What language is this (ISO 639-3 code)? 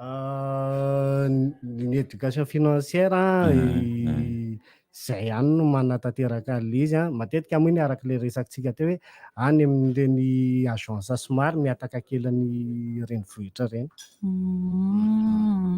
mlg